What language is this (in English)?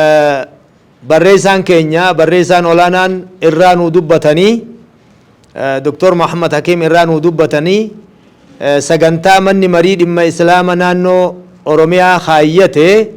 Oromo